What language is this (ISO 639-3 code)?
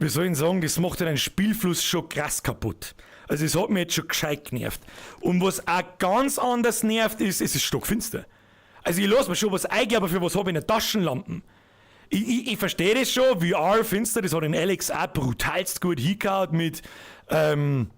bar